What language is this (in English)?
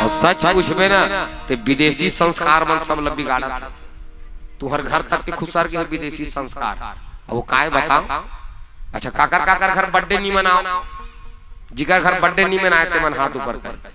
Chhattisgarhi